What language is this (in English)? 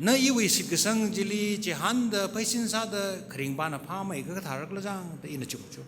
Tangkhul Naga (India)